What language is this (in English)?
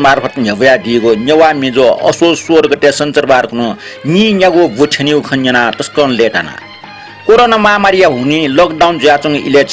Newari